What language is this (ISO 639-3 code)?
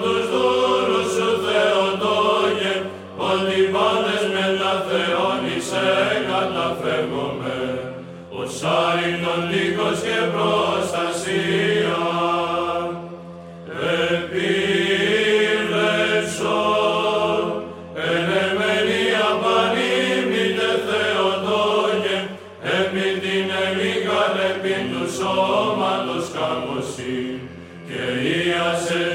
est